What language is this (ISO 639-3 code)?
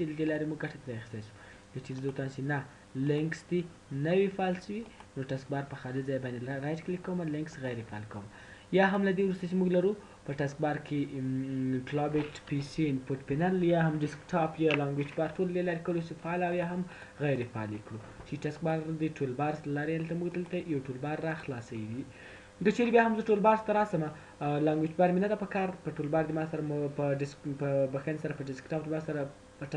pus